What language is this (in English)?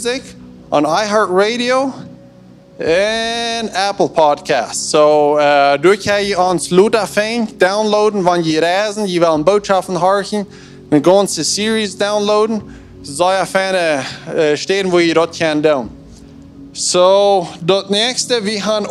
Plautdietsch